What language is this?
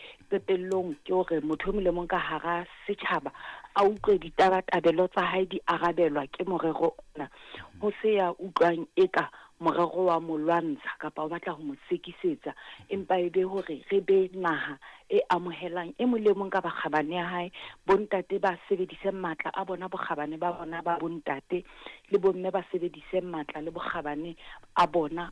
Southern Sotho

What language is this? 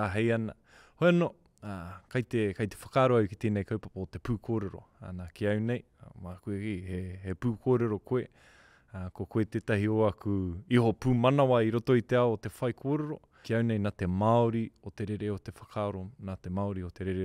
Māori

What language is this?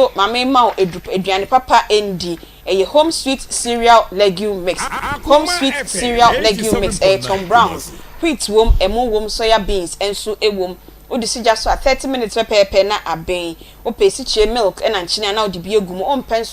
Akan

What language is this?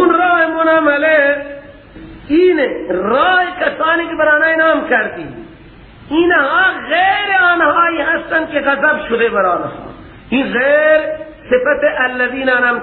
Persian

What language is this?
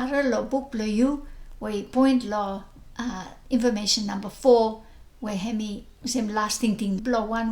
Bislama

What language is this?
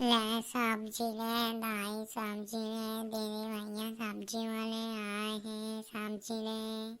Chhattisgarhi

